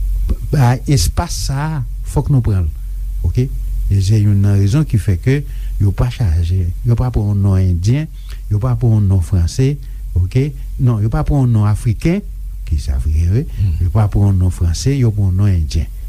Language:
Haitian Creole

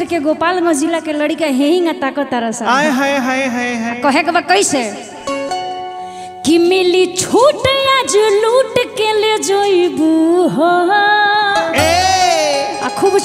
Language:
Bhojpuri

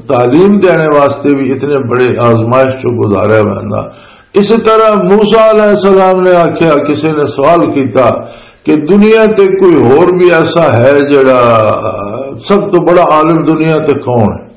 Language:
Western Panjabi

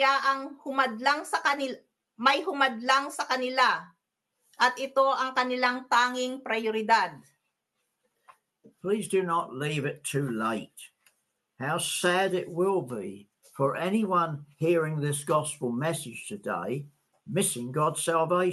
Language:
Filipino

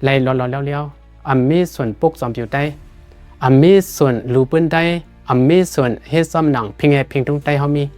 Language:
Shan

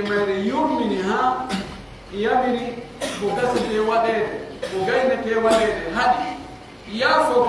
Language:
Pular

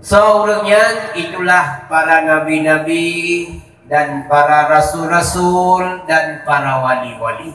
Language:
Achinese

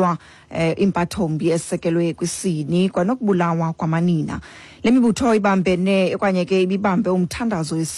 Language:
Xhosa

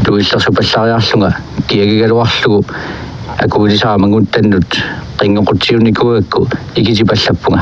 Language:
Kalaallisut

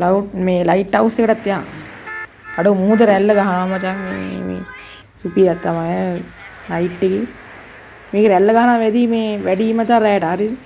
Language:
Sinhala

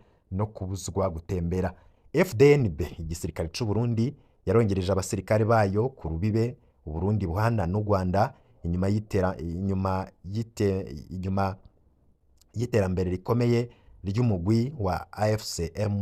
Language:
Rundi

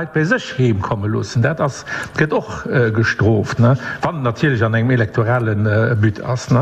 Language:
Luxembourgish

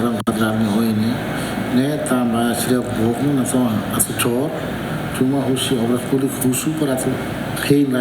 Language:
Tetum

